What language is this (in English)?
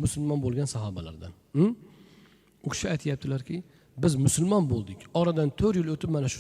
Uzbek